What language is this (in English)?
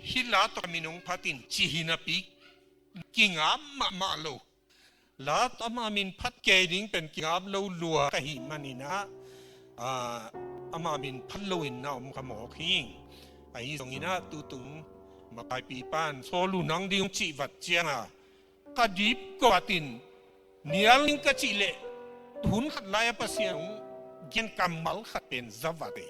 Tedim Chin